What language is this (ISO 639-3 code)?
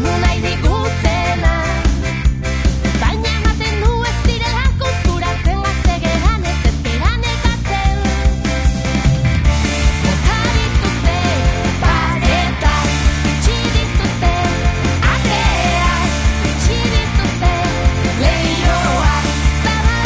eus